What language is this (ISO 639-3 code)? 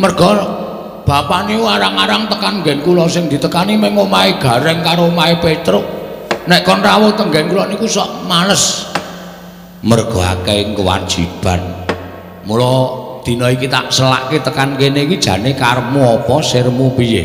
jav